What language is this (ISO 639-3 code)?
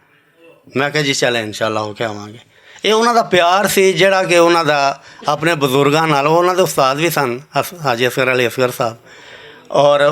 lah